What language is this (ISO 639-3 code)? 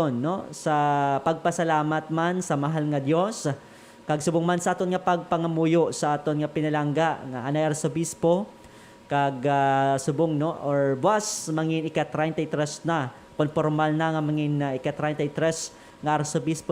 hil